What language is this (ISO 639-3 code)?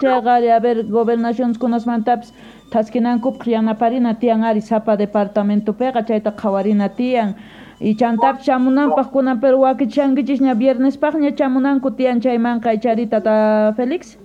quh